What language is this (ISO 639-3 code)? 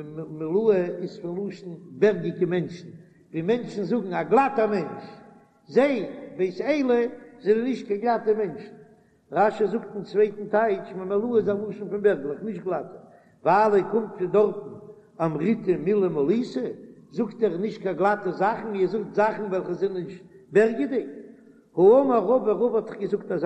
yid